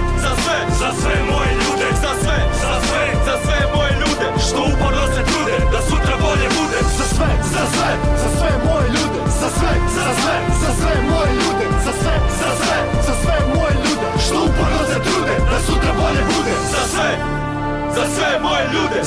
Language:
Basque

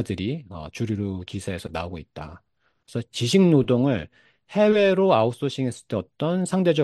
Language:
Korean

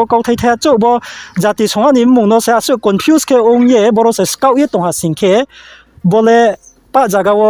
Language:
Riang (India)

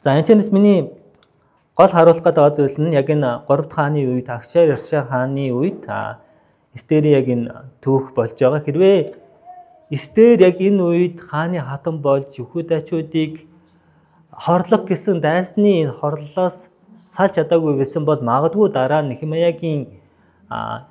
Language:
Mongolian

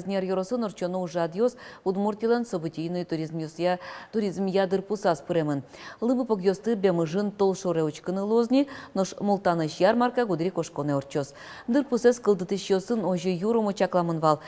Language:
Udmurt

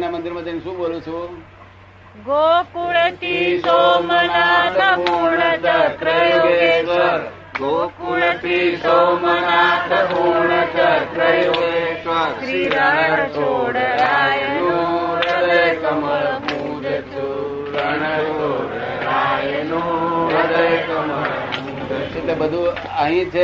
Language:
Gujarati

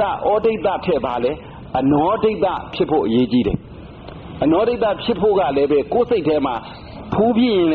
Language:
Burmese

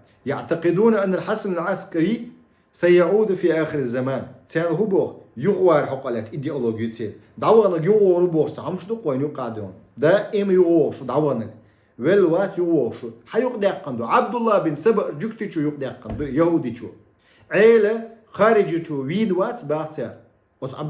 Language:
Chechen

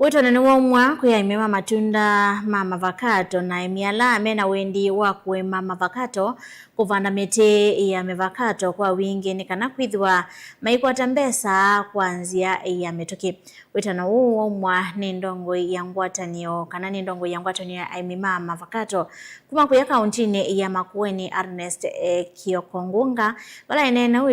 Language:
Kamba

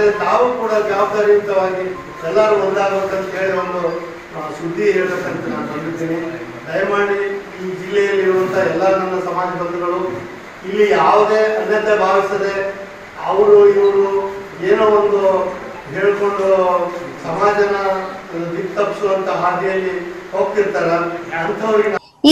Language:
Kannada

